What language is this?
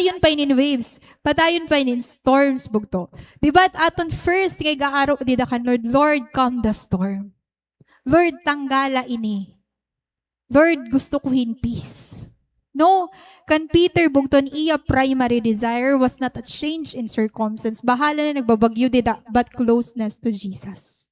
Waray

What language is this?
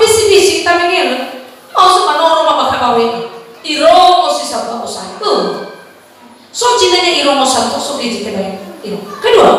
Nias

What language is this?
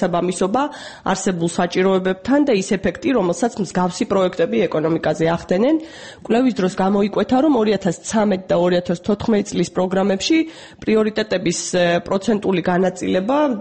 Georgian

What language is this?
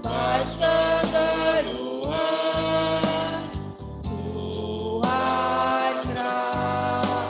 Batak Karo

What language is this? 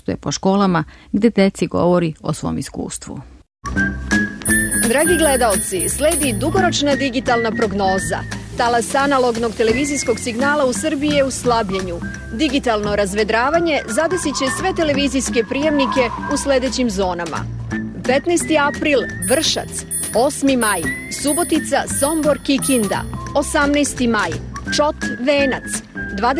Serbian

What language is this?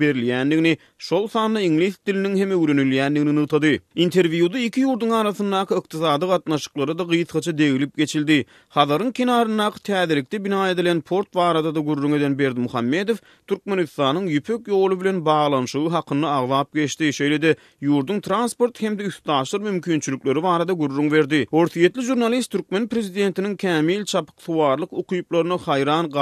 Turkmen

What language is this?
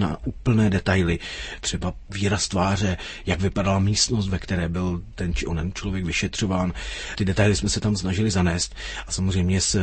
Czech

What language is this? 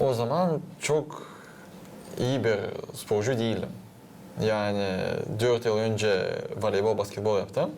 Gagauz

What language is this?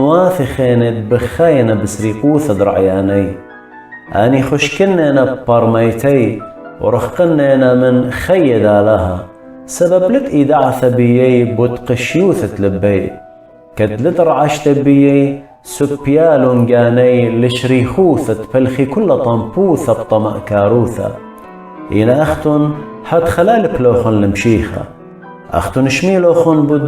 Assyrian Neo-Aramaic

